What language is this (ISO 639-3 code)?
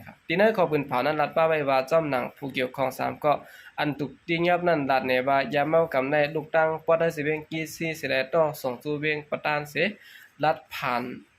shn